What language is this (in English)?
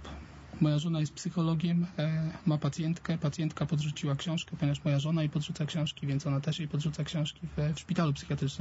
Polish